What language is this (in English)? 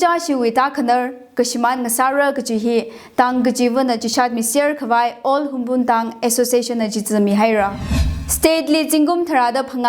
Tangkhul Naga (India)